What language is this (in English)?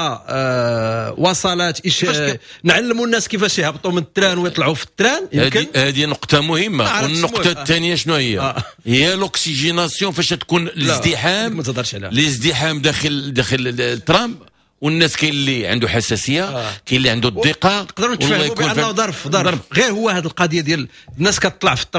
Moroccan Arabic